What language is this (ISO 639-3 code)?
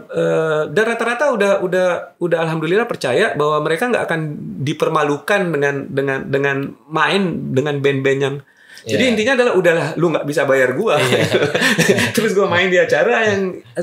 ind